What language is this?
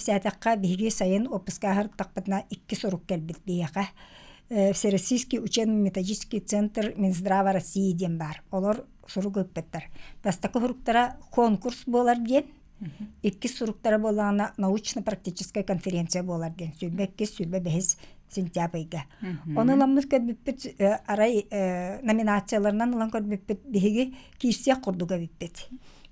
Yakut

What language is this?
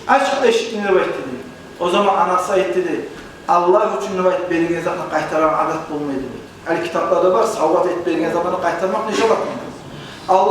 Kumyk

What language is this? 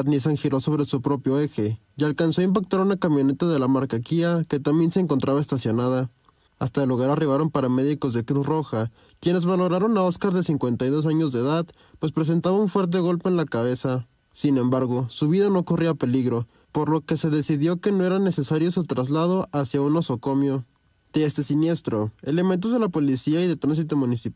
Spanish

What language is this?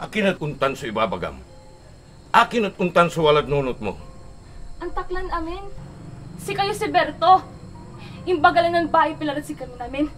Pangasinan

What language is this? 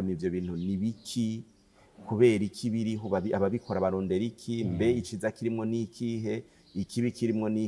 Rundi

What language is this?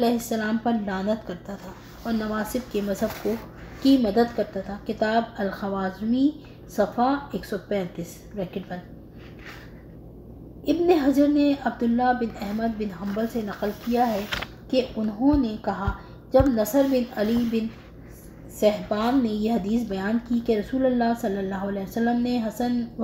Urdu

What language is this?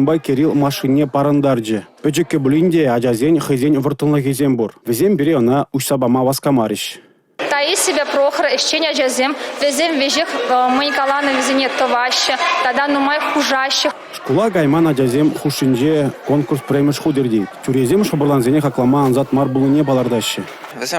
Chuvash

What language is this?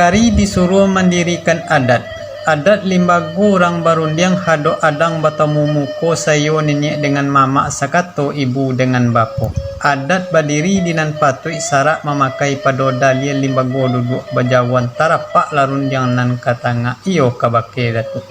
Minangkabau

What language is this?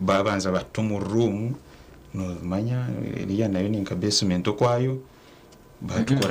Nyankole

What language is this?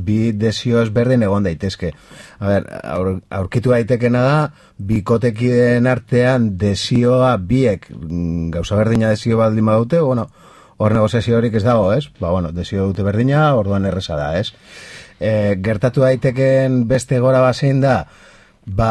Basque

